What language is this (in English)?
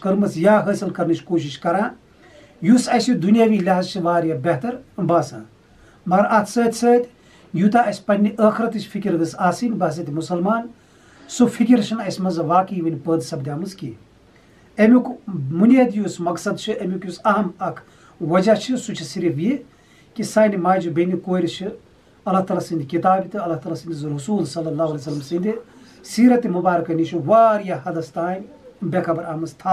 Kashmiri